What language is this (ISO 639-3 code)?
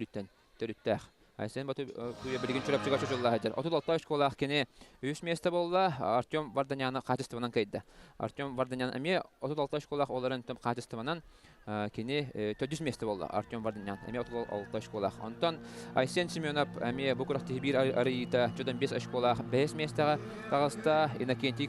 sah